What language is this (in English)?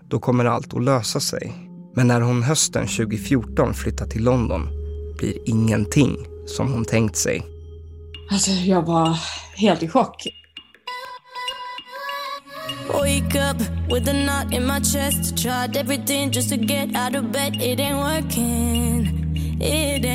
Swedish